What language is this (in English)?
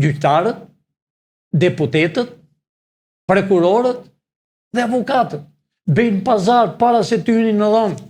Albanian